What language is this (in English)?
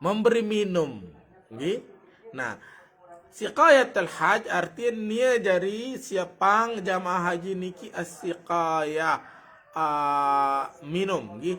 Sasak